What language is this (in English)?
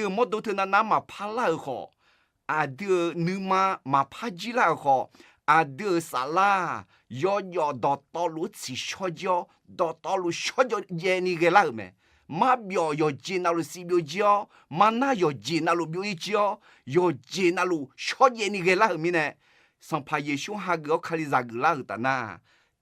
Akha